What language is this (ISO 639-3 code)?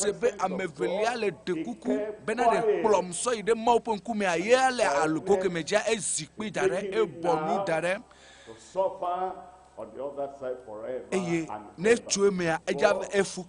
ewe